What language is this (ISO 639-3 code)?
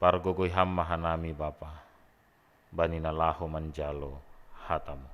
bts